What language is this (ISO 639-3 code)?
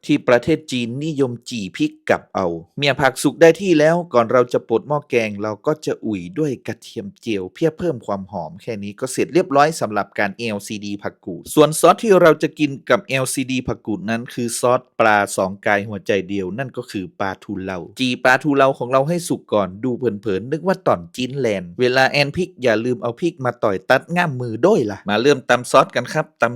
lao